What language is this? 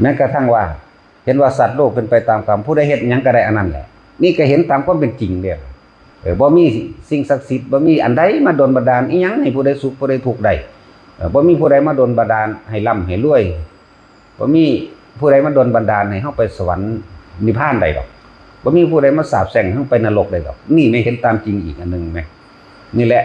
Northeastern Thai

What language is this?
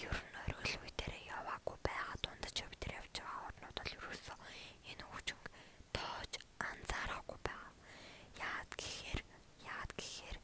Mongolian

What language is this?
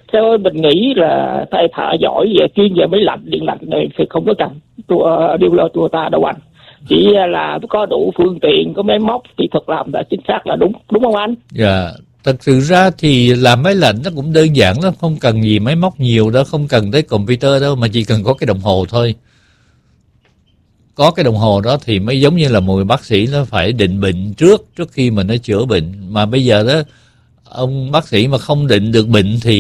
Vietnamese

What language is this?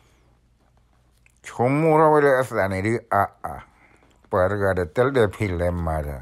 S'gaw Karen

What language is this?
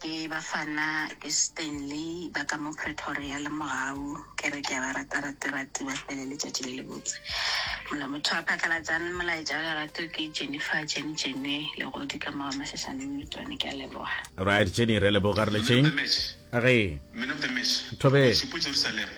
Northern Sotho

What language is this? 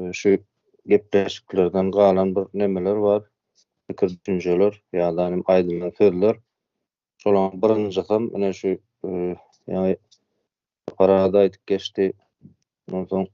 Turkmen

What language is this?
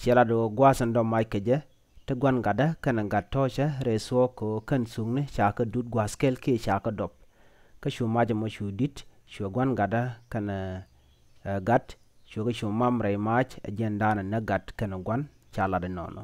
Nuer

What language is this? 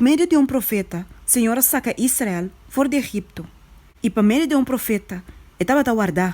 Papiamento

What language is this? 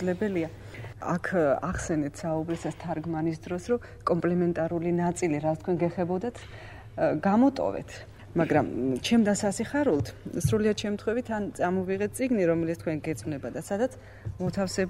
Georgian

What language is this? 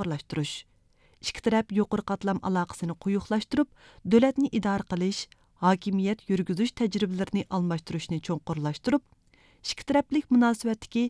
Uyghur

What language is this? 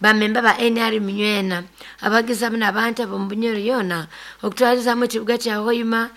Nyoro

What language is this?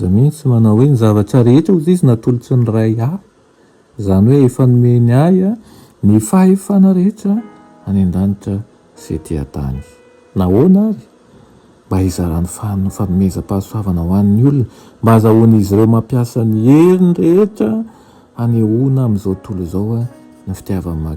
Malagasy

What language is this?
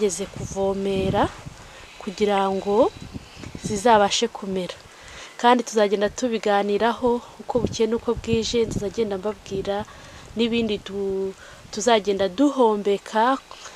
Kinyarwanda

